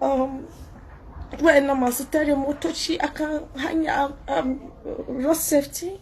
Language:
Hausa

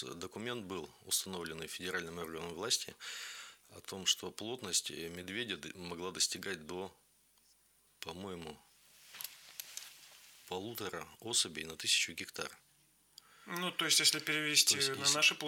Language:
Russian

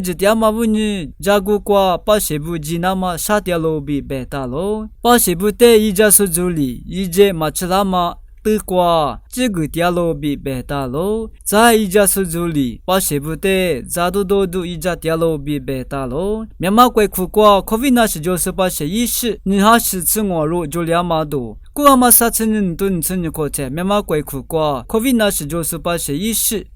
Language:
Lisu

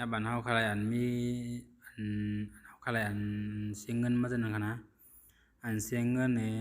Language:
Shan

